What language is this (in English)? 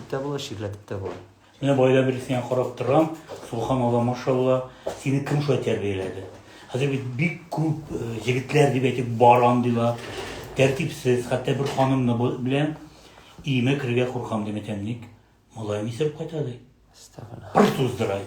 Tatar